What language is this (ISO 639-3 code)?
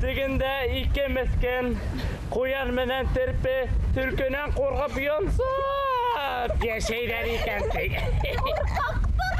bak